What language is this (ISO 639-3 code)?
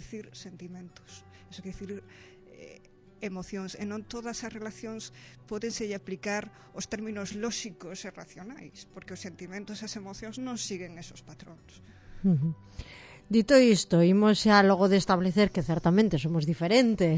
glg